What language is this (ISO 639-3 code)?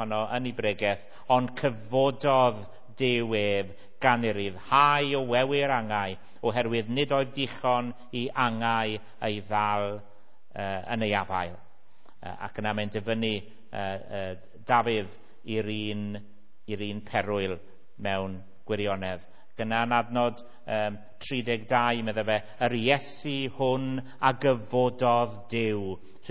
cym